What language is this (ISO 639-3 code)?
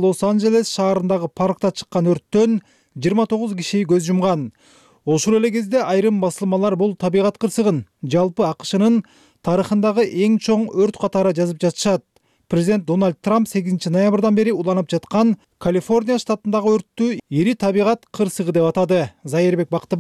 kir